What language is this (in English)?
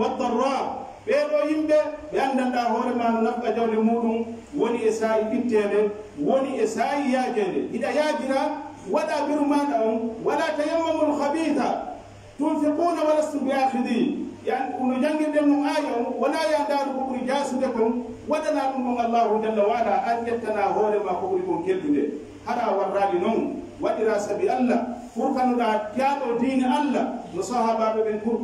Pular